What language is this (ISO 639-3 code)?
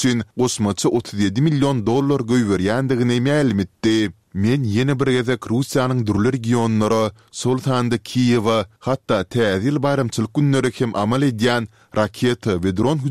tuk